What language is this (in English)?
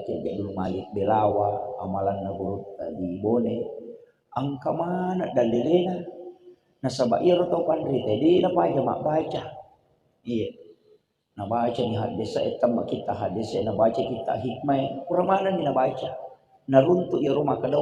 Buginese